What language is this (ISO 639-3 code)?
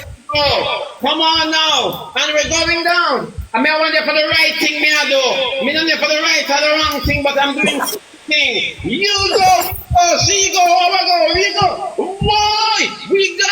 jam